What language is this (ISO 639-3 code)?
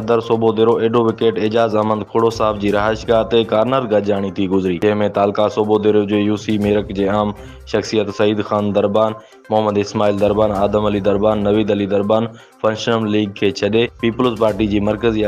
snd